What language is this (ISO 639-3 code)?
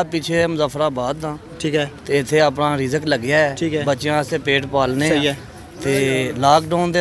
phr